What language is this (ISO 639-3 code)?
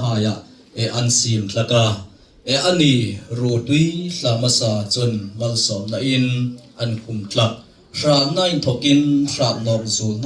hmr